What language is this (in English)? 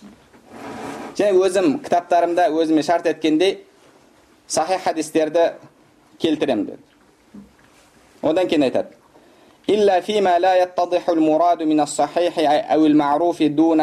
Kazakh